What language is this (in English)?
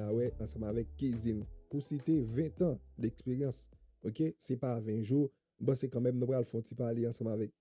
Haitian Creole